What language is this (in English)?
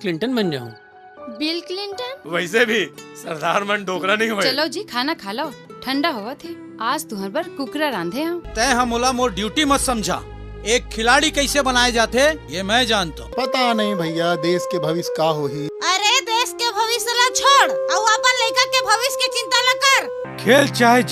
Chhattisgarhi